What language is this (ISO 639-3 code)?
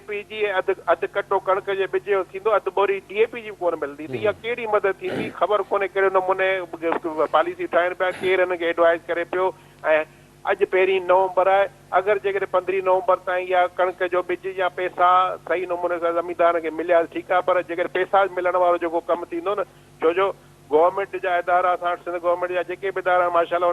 snd